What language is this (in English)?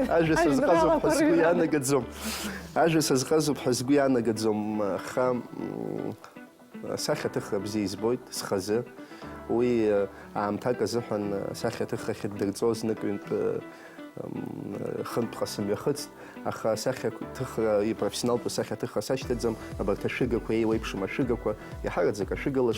Abkhazian